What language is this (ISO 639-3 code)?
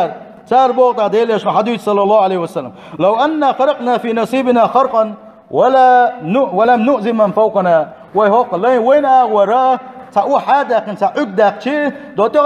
che